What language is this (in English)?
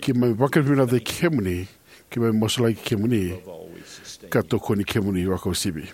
Fijian